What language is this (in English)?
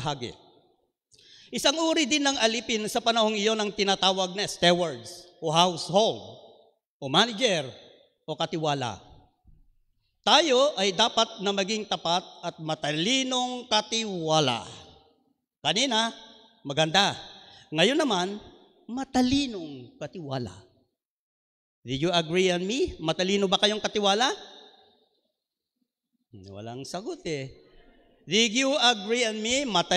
Filipino